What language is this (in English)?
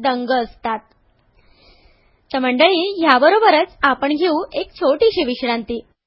Marathi